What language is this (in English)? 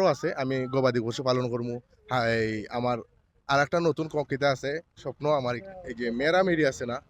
Sylheti